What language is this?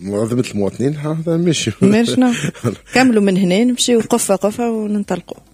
Tunisian Arabic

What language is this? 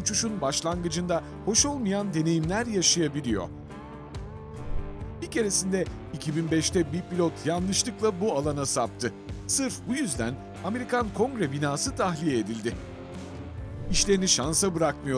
Turkish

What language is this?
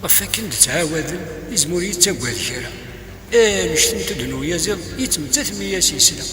Kabyle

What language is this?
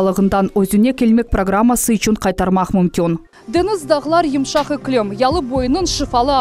Crimean Tatar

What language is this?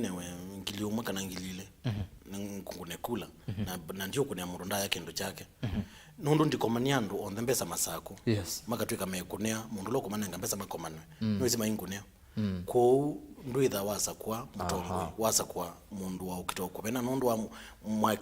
Kamba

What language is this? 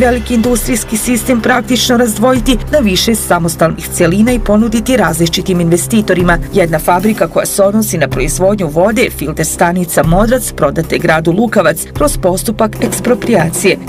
Bosnian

